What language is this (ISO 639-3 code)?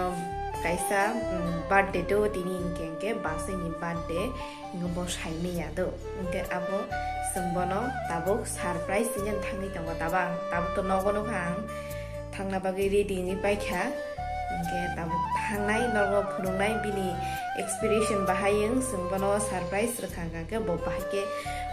trp